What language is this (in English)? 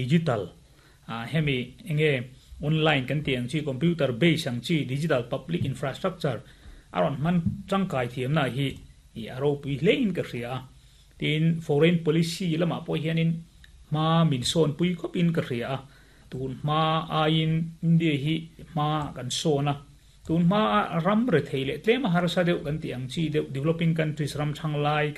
Mizo